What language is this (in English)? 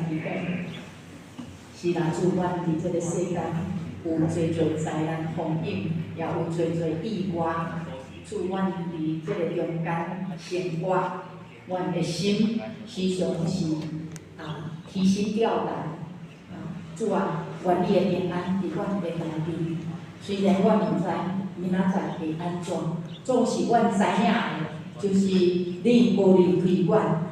Min Nan Chinese